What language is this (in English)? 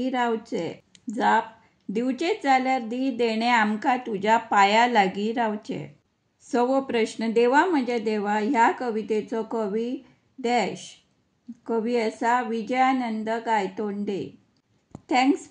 Konkani